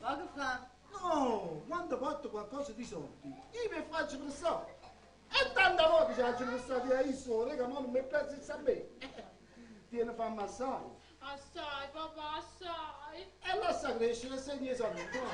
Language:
Neapolitan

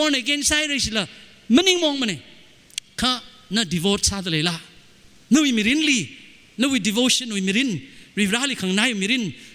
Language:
Tangkhul Naga (India)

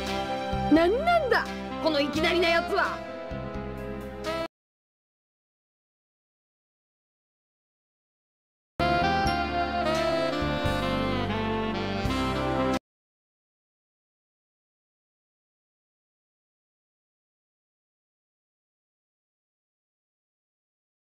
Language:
Japanese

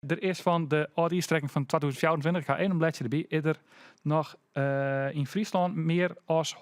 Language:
Western Frisian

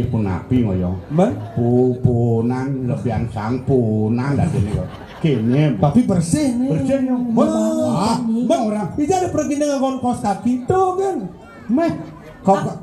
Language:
Balinese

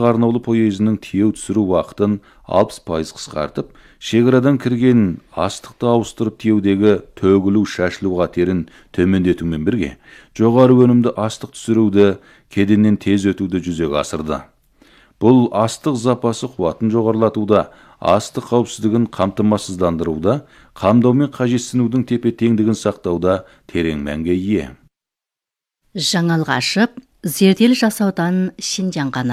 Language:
Kazakh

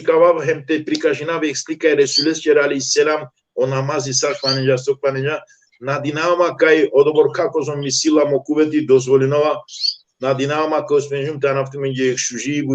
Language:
Balkan Romani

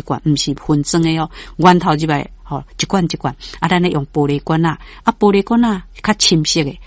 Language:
Min Nan Chinese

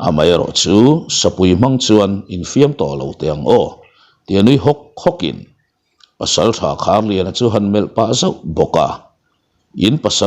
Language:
Mizo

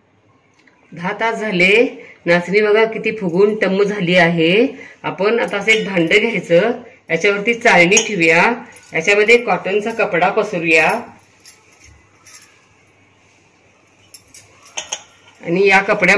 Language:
Marathi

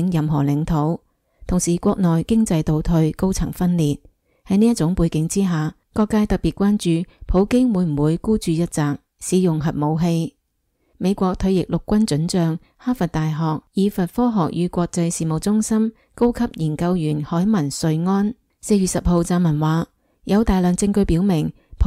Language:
Cantonese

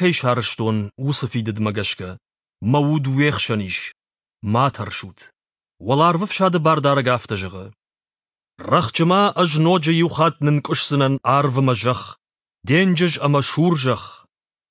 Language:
Ossetic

